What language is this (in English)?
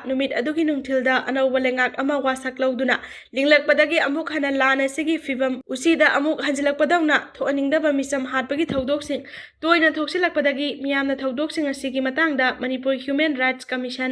Manipuri